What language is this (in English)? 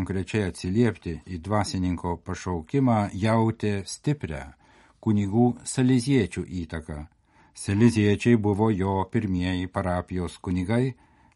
Lithuanian